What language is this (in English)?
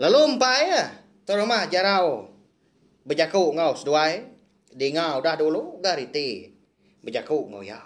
Iban